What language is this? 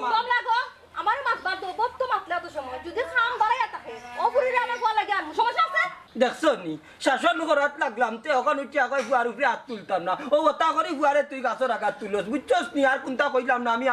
Sylheti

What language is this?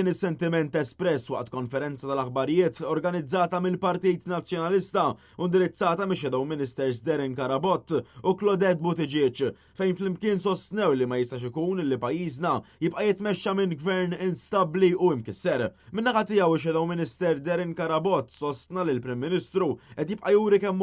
Maltese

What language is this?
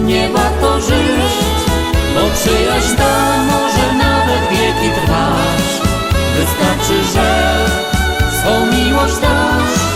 Silesian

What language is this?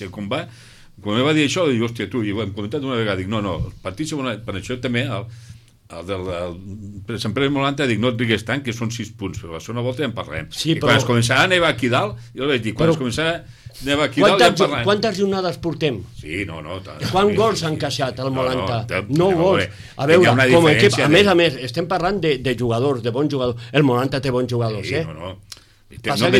Catalan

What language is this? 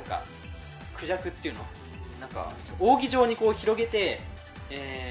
Japanese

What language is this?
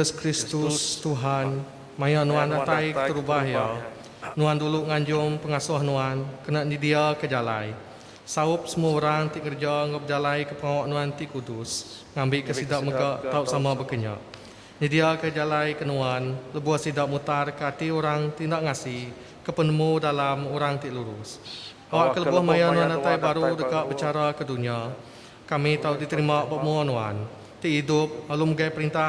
Iban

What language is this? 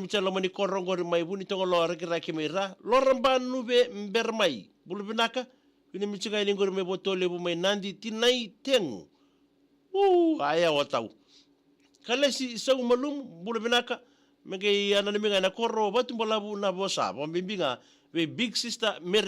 Fijian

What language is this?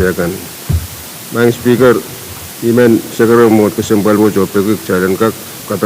Pohnpeian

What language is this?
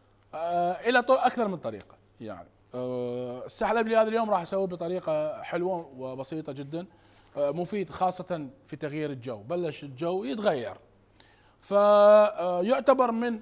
Mesopotamian Arabic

